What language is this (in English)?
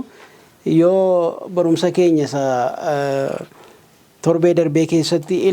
Oromo